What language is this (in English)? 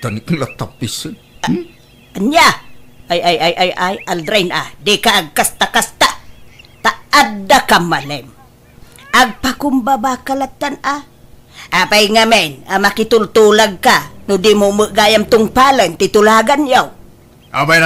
Iloko